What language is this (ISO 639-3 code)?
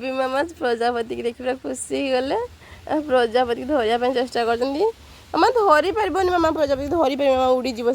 ori